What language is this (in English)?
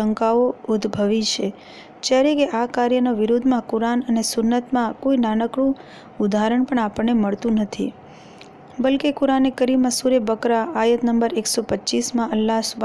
Gujarati